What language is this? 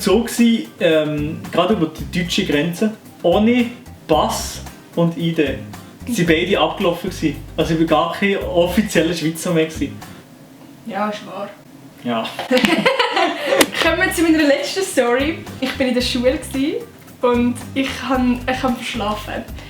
Swiss German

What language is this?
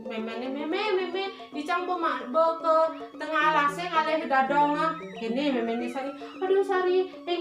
Balinese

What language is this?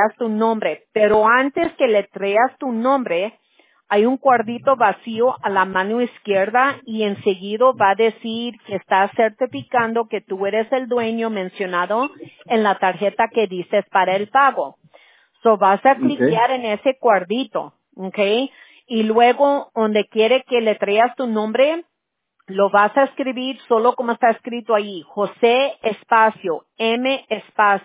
Spanish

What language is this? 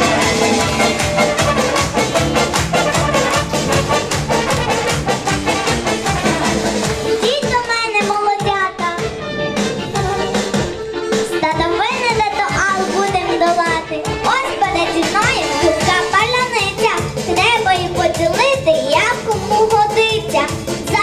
Ukrainian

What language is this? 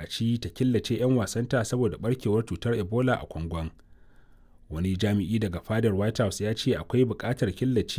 Hausa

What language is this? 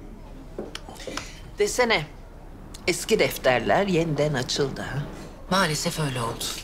Turkish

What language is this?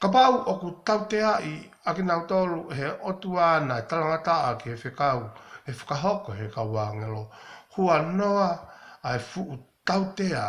Tongan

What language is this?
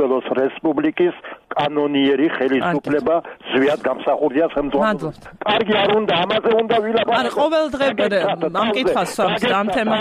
Georgian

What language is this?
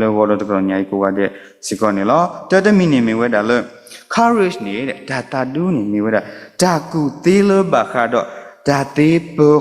S'gaw Karen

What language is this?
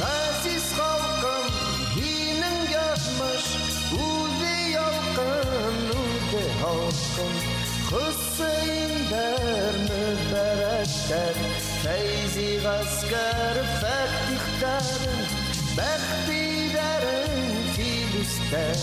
Bashkir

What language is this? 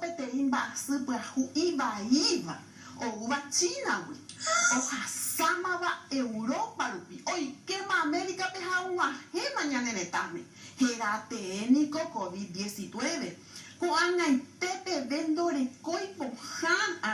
Guarani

